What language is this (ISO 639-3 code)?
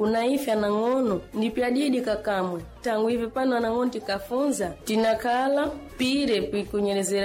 seh